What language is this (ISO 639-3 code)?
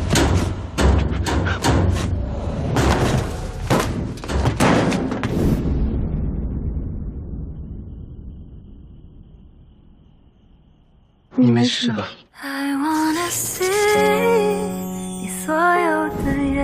zho